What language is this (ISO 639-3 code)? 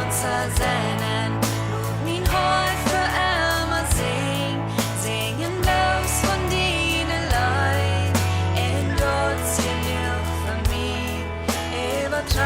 pdt